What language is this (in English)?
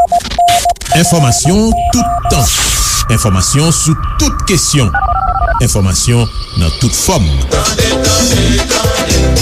Haitian Creole